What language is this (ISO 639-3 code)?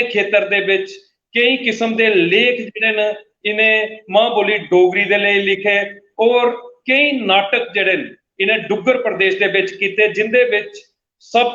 doi